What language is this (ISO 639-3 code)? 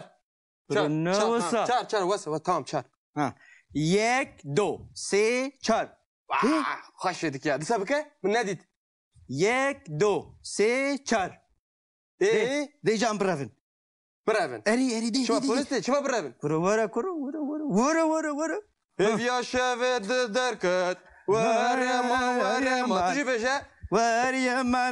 kur